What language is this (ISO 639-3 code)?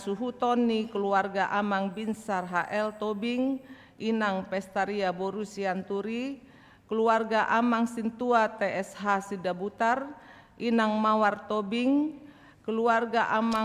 bbc